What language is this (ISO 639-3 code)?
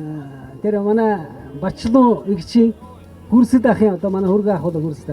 mon